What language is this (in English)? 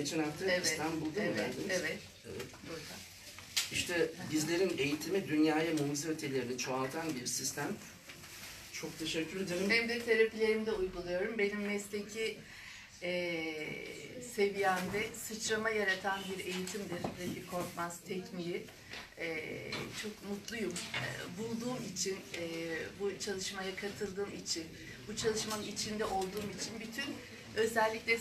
Turkish